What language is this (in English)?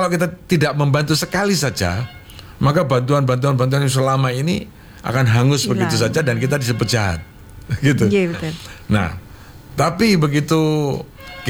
Indonesian